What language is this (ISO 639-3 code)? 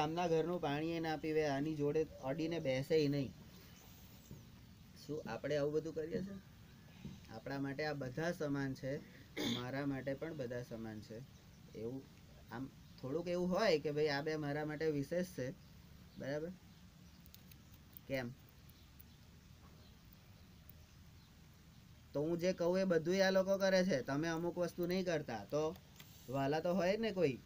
guj